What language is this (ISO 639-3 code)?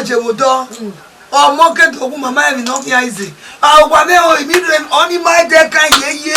bin